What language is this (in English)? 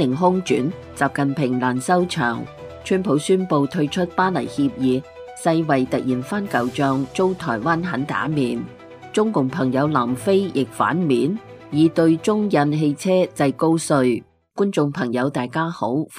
Cantonese